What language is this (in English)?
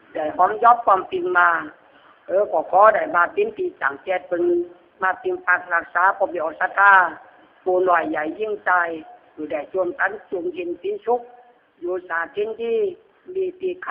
Lü